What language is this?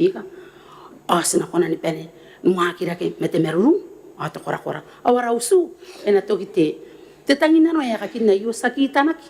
Gilbertese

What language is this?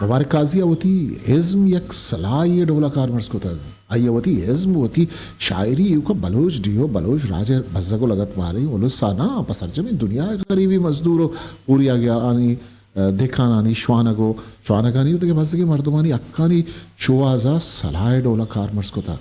Eastern Balochi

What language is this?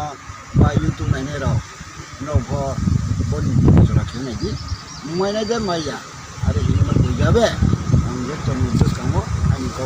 Riang (India)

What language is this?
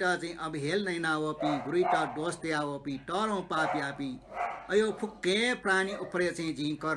Newari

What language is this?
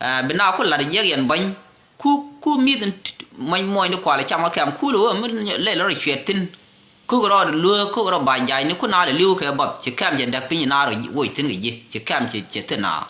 Nuer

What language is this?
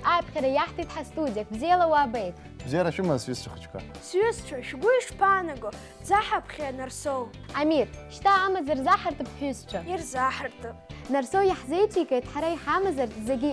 Abkhazian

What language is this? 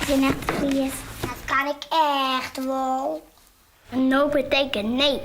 Western Frisian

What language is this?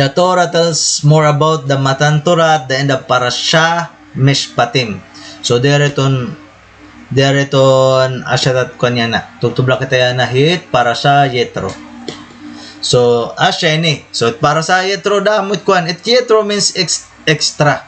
Waray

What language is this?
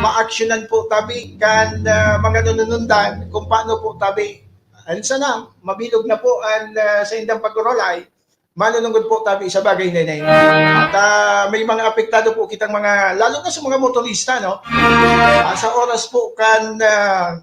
Bikol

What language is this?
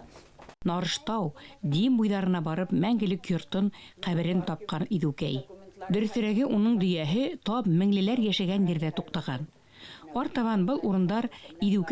Bashkir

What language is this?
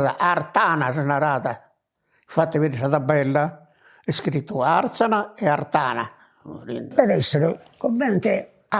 Sardinian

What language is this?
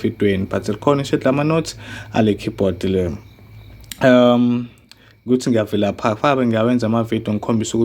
Zulu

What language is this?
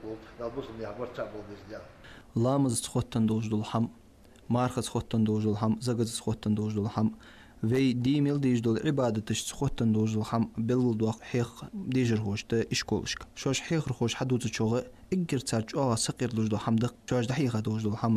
Ingush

